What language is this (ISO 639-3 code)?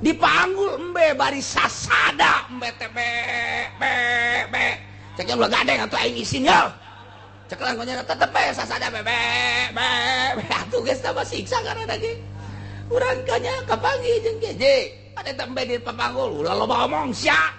sun